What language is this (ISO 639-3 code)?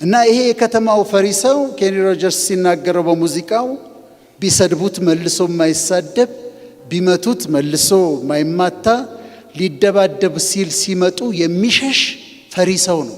amh